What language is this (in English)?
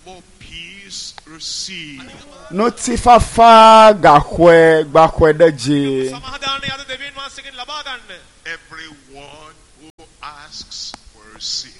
Ewe